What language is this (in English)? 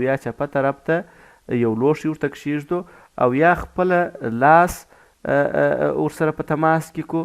Pashto